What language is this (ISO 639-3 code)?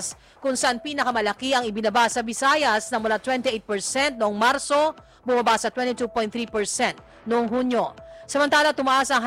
fil